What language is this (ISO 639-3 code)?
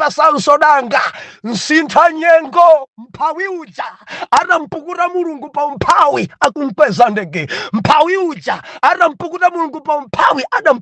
nya